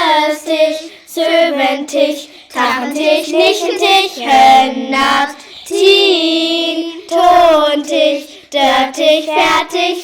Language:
Northern Frisian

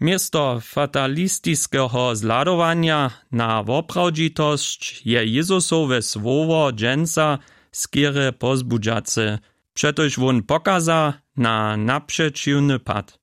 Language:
Upper Sorbian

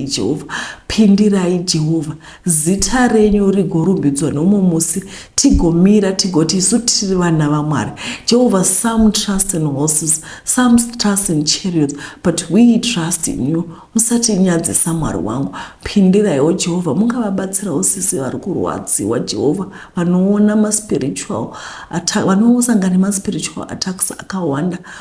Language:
Shona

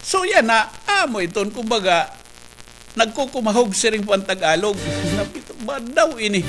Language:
Waray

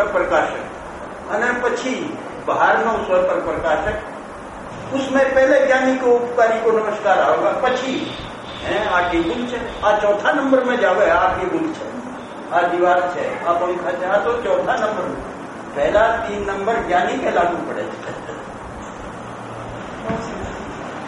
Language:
Gujarati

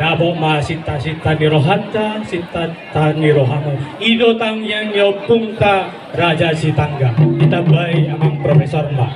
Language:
Batak Toba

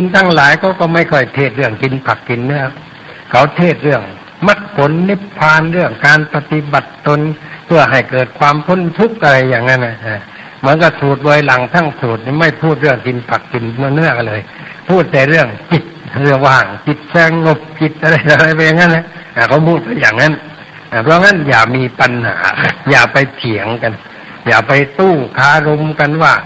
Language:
Thai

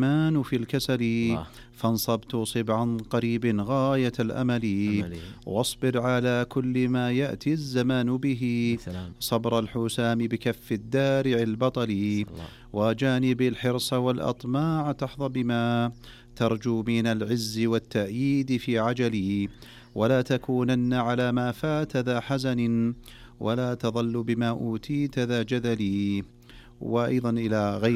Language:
Arabic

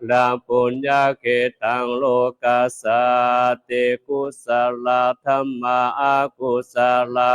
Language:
Pali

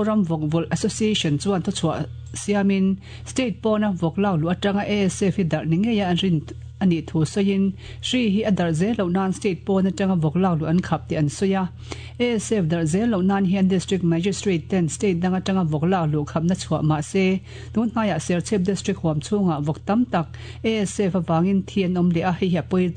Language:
Mizo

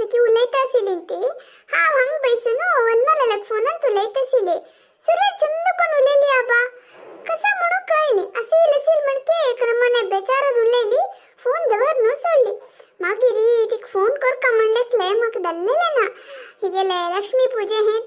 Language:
Konkani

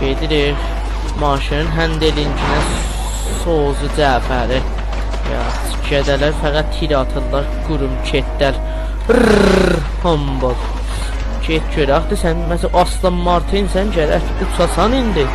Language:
South Azerbaijani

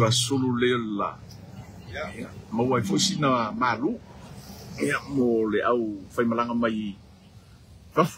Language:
Samoan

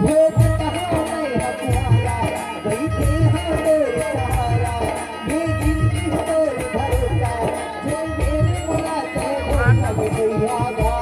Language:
Chhattisgarhi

